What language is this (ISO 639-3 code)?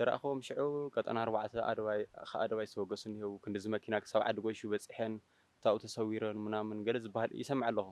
tir